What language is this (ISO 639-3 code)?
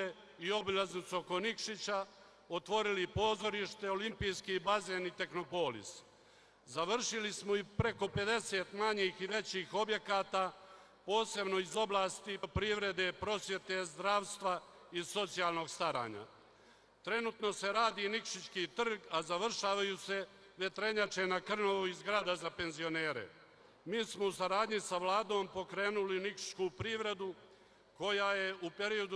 srp